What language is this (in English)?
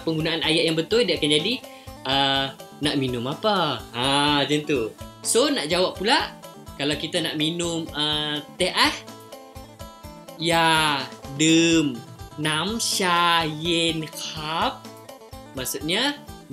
Malay